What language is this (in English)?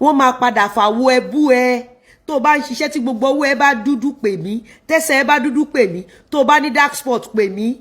Yoruba